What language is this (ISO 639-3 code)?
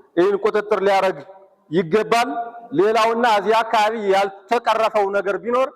amh